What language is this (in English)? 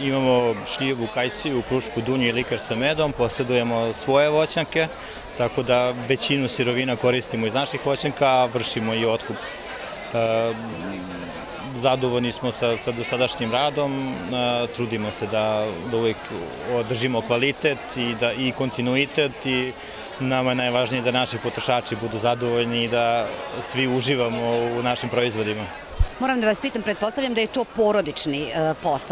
Bosnian